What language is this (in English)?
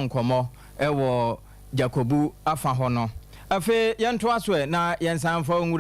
Akan